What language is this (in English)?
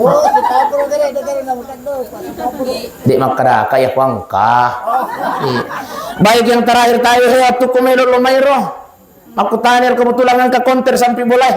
Buginese